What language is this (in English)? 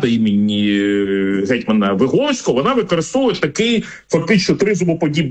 Ukrainian